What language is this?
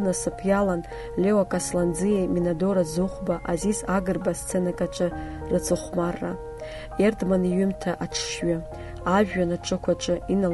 Abkhazian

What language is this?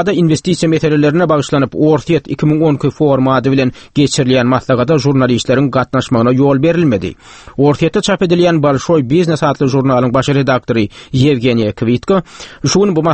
Turkmen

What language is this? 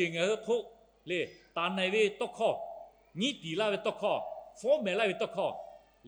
Lahu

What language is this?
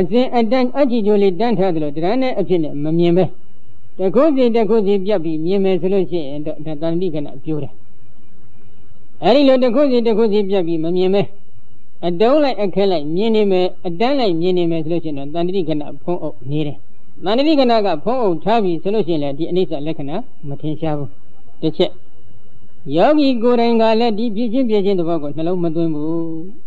Burmese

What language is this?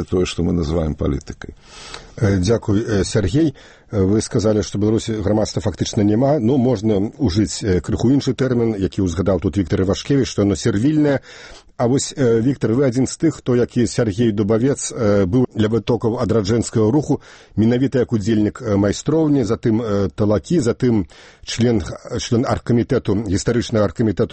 Belarusian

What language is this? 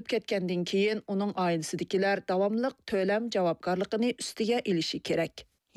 Uyghur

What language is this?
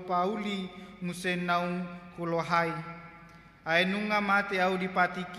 Batak Toba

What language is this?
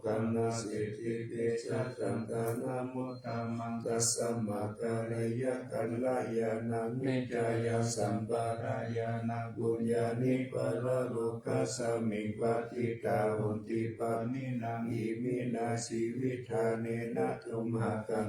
Pali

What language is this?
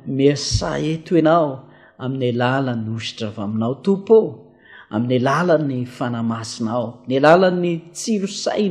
Malagasy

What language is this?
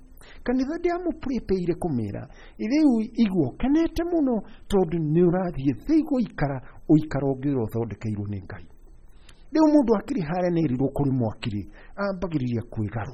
Kikuyu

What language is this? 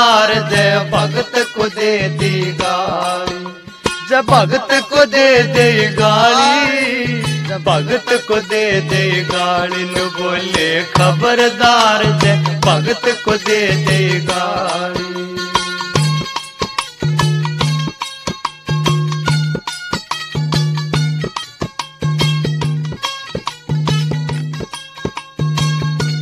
Haryanvi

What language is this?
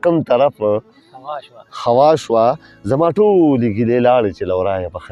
Pashto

